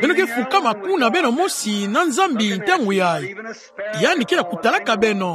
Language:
Kituba (Democratic Republic of Congo)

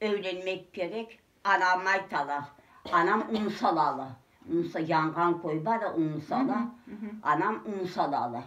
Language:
Crimean Tatar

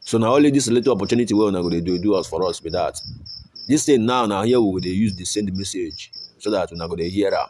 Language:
Nigerian Pidgin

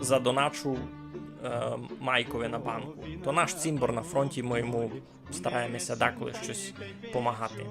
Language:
Rusyn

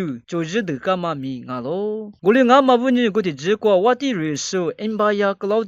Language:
Lisu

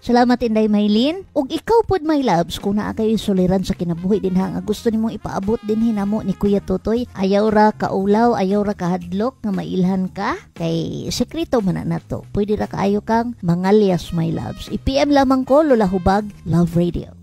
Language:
Cebuano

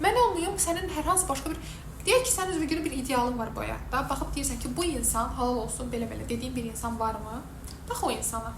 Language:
Azerbaijani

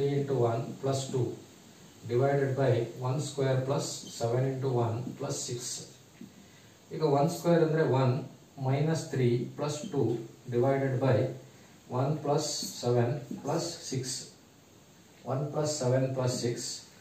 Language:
Kannada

